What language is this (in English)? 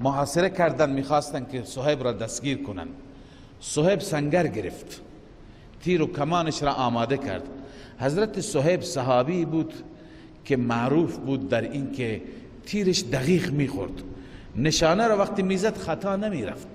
Persian